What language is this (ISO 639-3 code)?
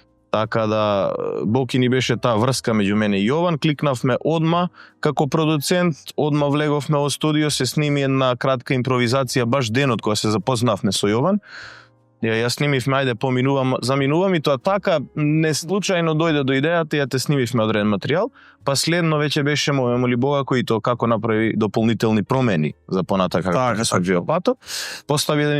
mkd